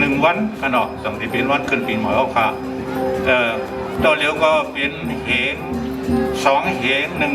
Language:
Shan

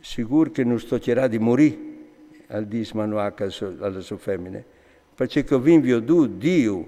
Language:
Friulian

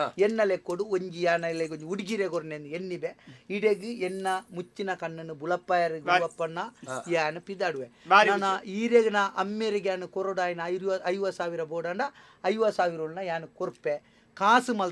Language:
Tulu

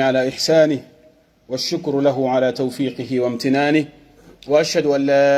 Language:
Pular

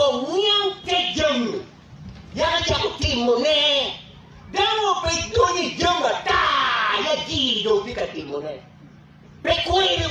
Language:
Acoli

